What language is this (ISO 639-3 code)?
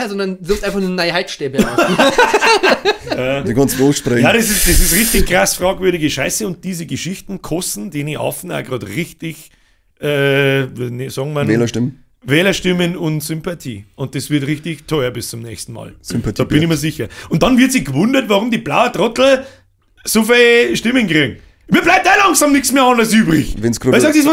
bar